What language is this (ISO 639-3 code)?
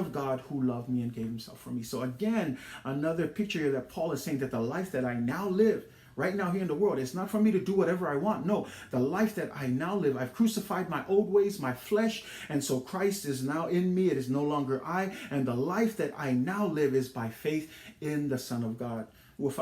smo